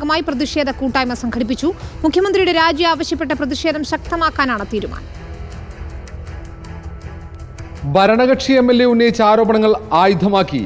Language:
Malayalam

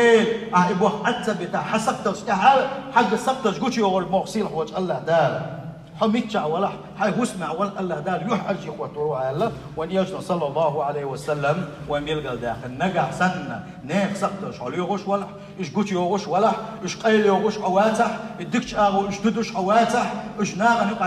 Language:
Chechen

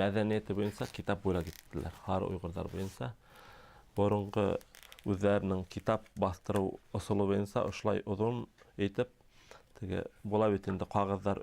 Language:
Bashkir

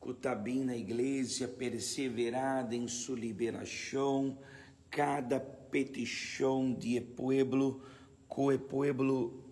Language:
Papiamento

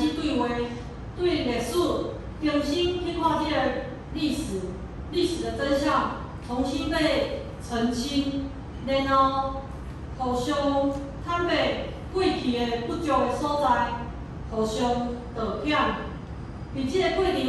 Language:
Min Nan Chinese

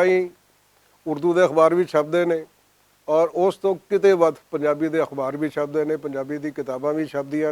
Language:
Western Panjabi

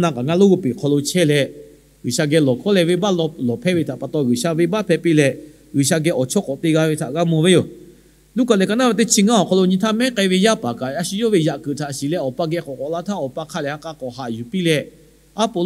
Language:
Lahu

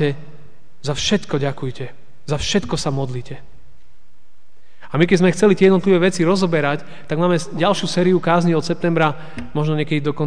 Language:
Slovak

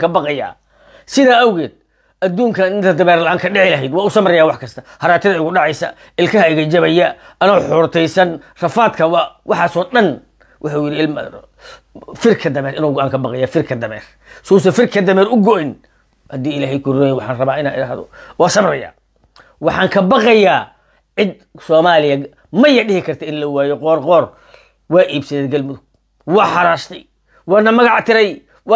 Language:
Somali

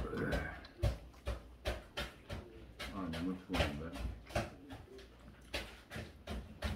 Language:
Korean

